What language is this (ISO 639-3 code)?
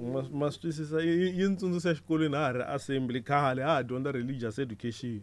tso